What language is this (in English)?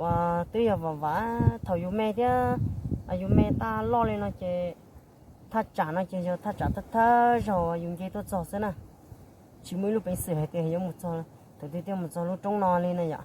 Hmong